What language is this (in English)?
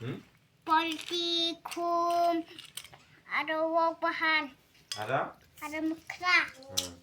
Kok Borok